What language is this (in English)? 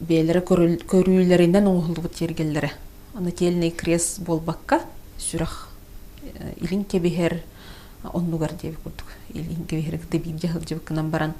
Yakut